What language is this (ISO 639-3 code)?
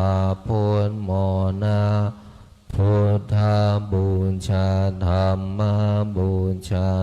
pli